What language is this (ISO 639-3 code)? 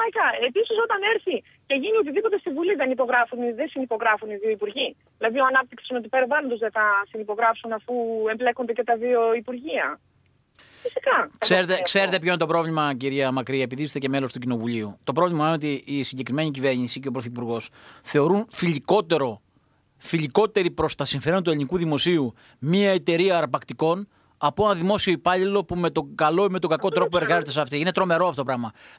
ell